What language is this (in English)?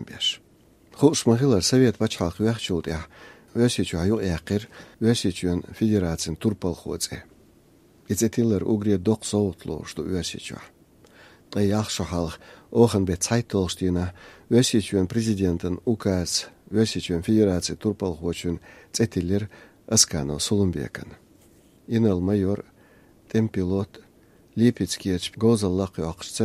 Chechen